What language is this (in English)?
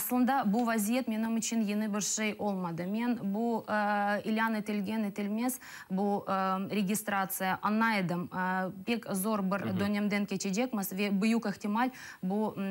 Crimean Tatar